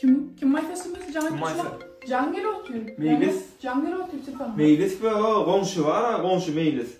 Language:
Turkmen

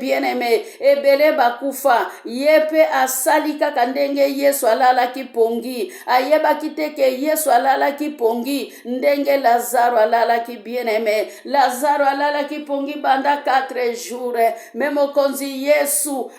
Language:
Lingala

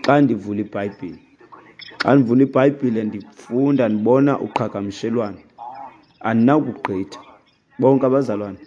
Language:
Xhosa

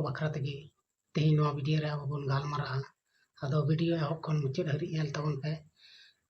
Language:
Santali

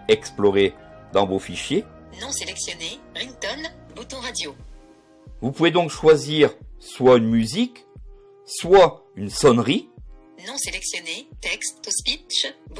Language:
French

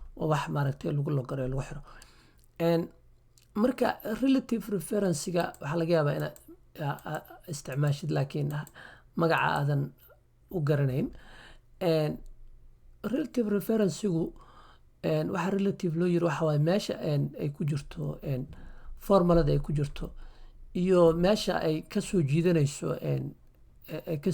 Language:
Somali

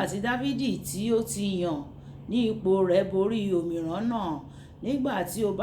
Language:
Yoruba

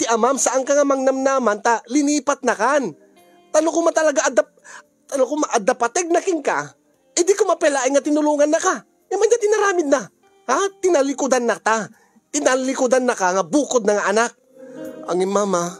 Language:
Iloko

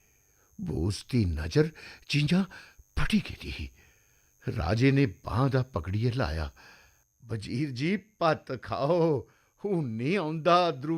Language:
Dogri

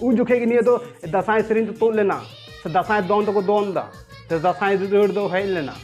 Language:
Santali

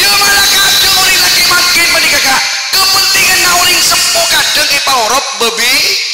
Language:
Madurese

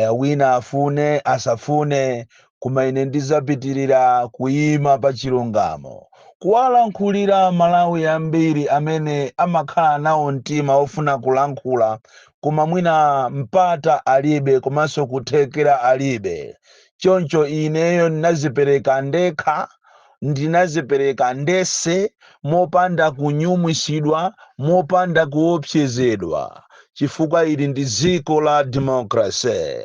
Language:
Nyanja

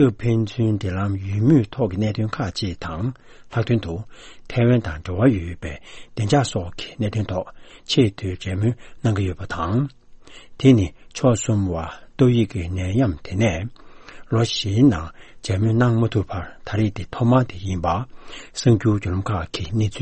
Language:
Tibetan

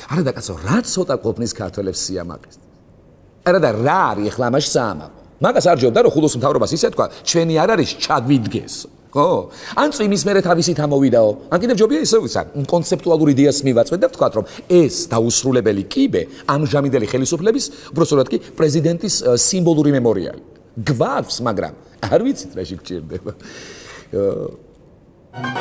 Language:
Georgian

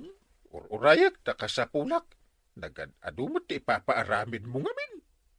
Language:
Iloko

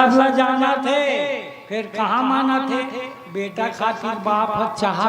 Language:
Chhattisgarhi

